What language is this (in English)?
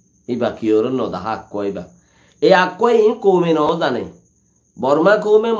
Rohingya